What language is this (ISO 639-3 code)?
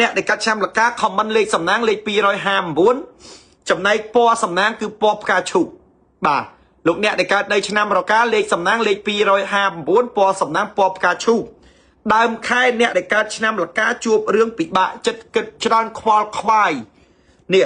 khm